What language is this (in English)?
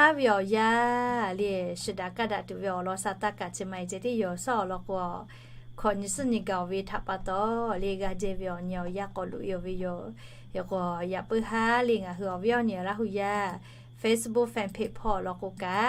Lahu